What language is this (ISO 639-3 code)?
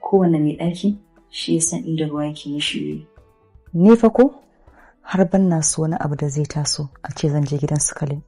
hau